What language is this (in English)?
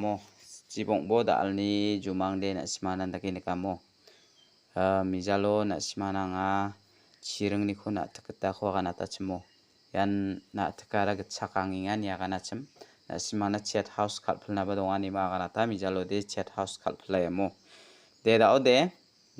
Garo